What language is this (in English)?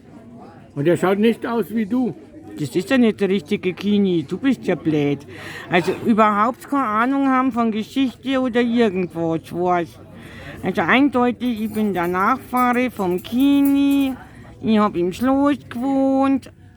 Bavarian